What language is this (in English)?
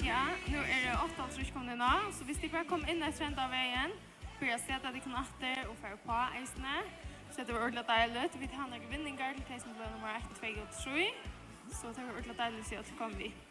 Faroese